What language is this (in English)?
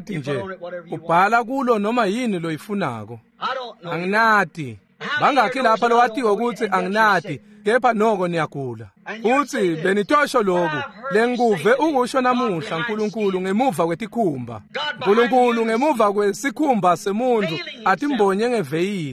Swati